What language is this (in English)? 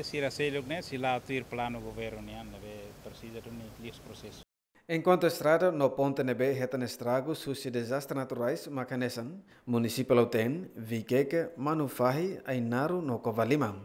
Tetum